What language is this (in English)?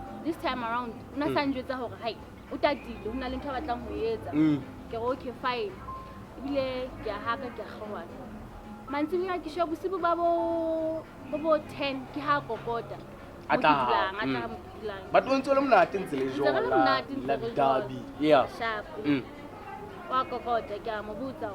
Southern Sotho